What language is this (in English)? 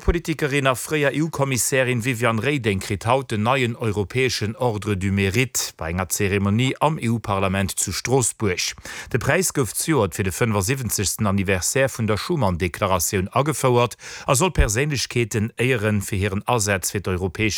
Luxembourgish